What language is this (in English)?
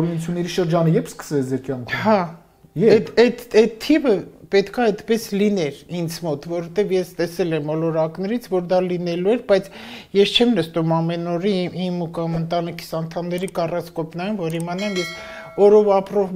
Armenian